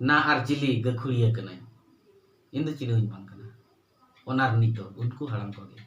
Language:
Santali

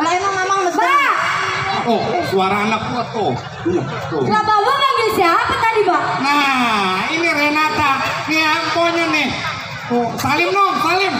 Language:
Betawi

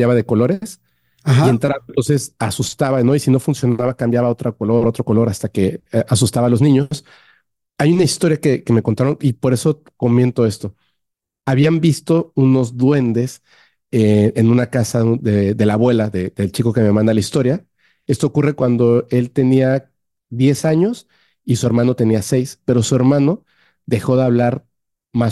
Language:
Spanish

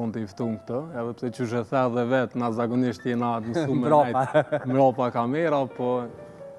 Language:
Albanian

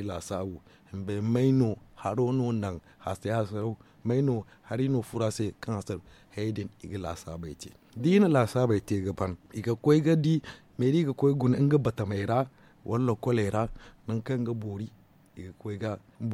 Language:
Zarma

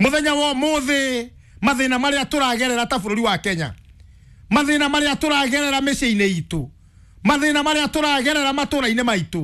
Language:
Kikuyu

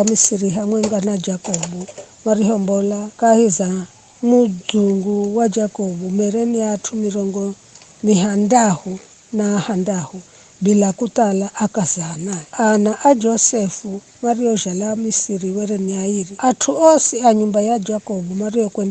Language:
Giryama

